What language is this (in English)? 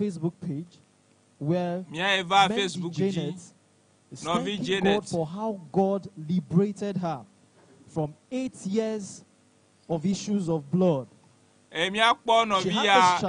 Ewe